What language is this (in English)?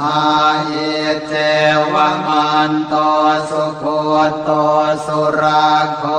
Pali